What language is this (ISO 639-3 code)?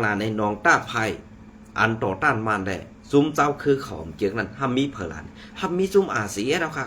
shn